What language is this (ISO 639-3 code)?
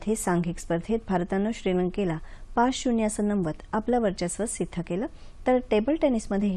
mar